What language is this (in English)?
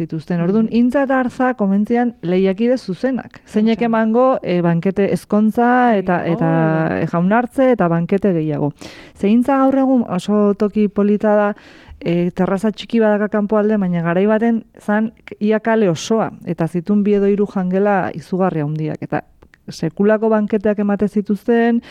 Basque